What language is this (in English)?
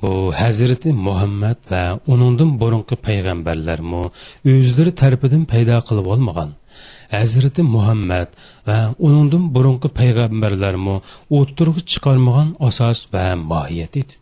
Uyghur